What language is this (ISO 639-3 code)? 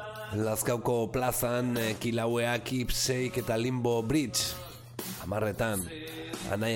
eus